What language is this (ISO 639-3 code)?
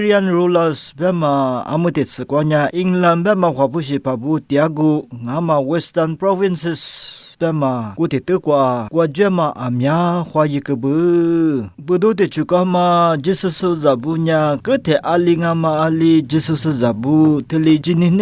lis